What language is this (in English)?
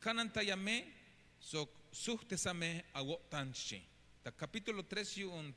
Tzeltal